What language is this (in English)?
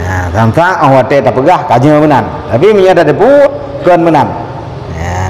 Achinese